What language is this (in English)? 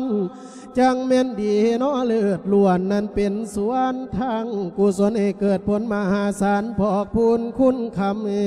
Lao